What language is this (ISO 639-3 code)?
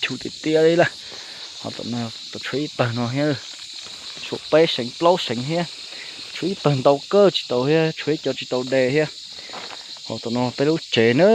hmn